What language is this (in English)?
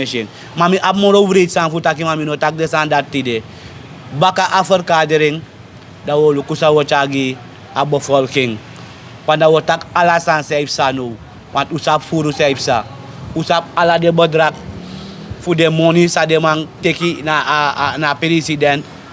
Sranan Tongo